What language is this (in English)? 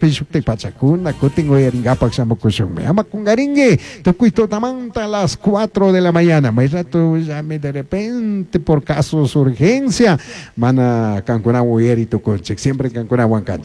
Chimborazo Highland Quichua